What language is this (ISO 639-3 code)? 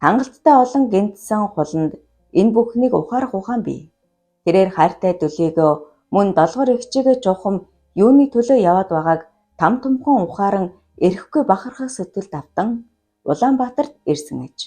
mon